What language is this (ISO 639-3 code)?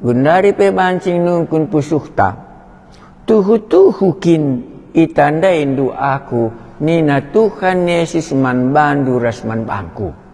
btx